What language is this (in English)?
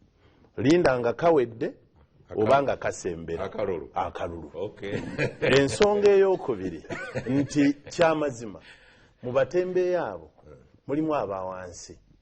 Ganda